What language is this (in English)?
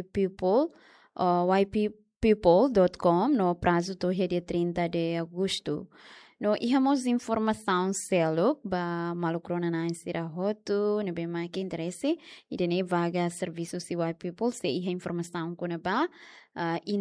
Tetum